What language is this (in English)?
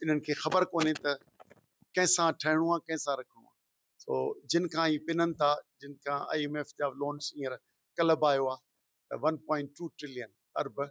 Sindhi